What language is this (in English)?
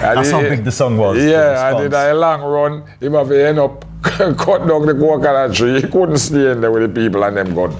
Jamaican Creole English